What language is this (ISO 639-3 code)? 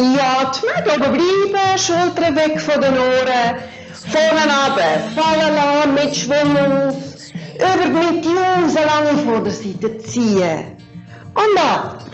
gsw